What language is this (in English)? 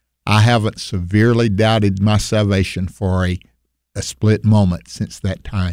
English